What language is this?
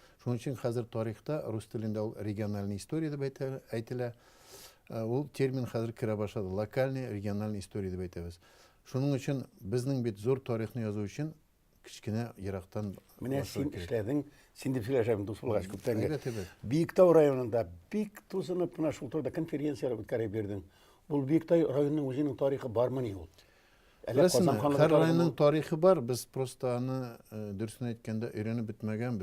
Tatar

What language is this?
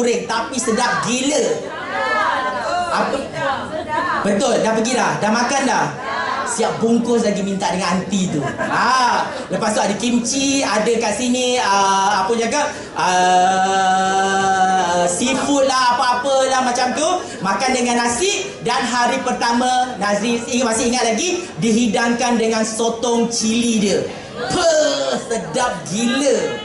Malay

